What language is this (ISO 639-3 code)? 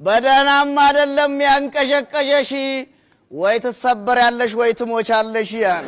amh